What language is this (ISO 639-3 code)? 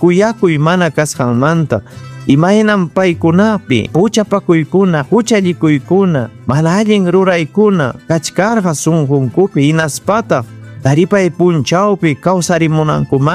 quy